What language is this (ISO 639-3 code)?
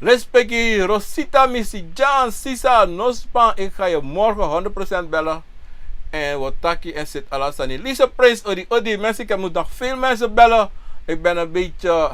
srn